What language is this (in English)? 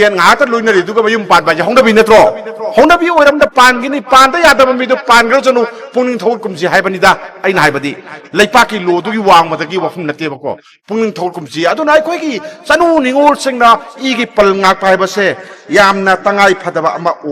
Manipuri